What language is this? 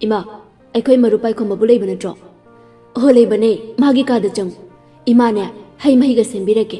Manipuri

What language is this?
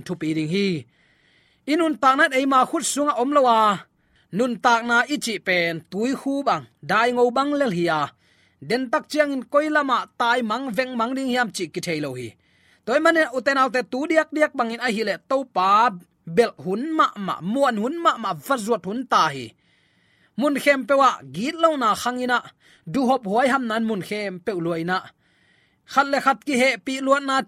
Tedim Chin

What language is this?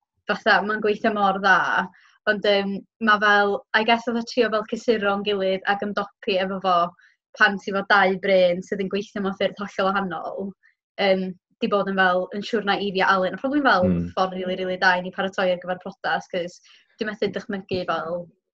Welsh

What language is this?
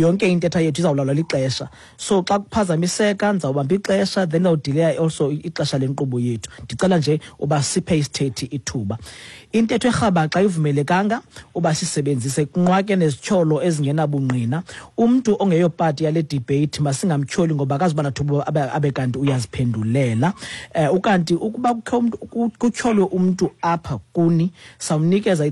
Xhosa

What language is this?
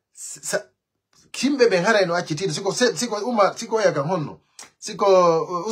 Pular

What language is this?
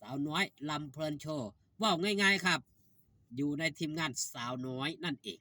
Northeastern Thai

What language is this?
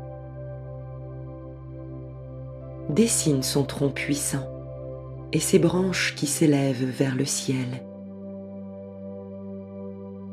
French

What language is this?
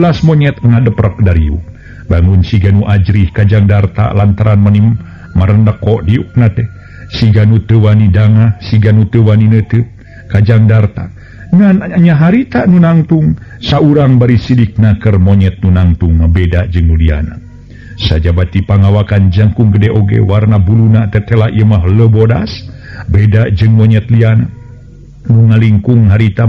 Sundanese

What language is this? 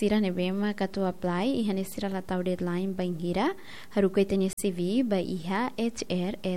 Tetum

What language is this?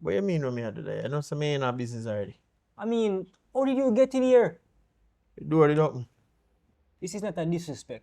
Jamaican Creole English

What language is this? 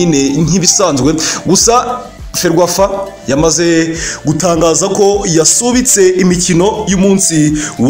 Kinyarwanda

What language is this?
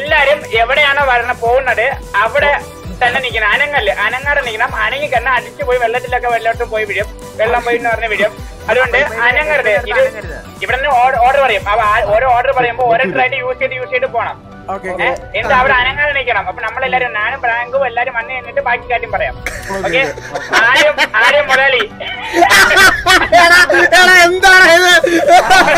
Malayalam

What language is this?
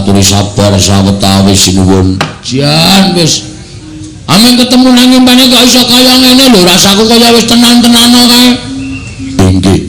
Javanese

